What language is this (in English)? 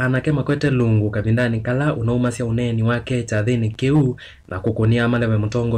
Kamba